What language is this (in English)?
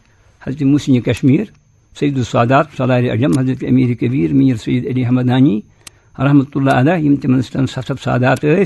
Kashmiri